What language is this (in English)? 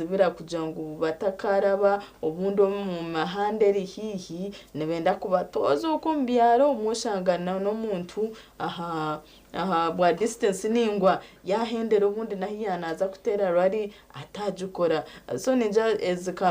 Nyankole